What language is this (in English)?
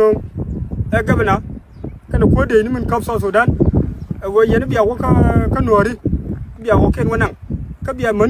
Nuer